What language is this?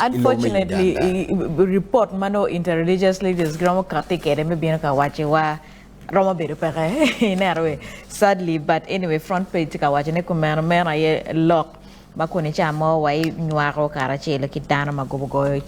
Acoli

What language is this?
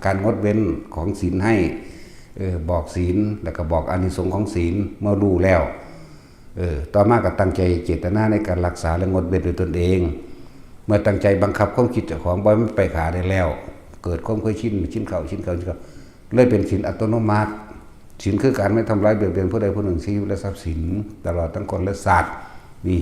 Northeastern Thai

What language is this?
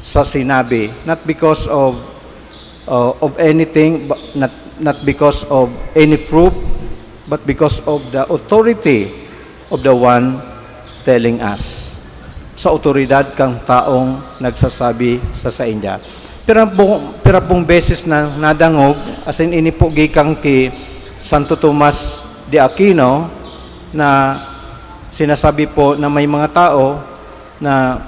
Bikol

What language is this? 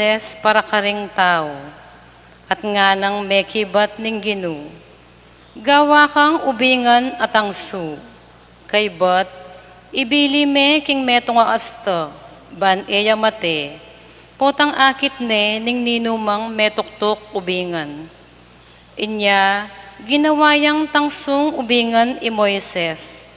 Pampanga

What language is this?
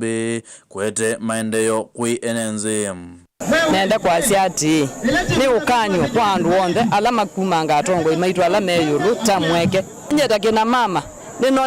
Kamba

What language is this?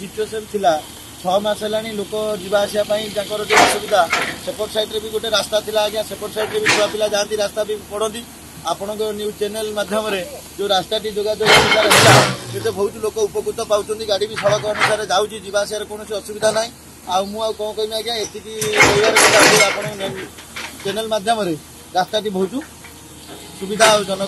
Odia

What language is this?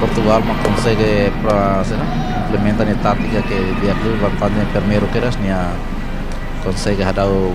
Tetum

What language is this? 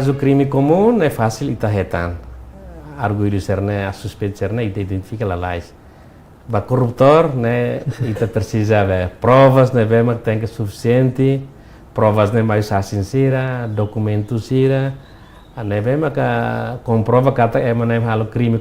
Tetum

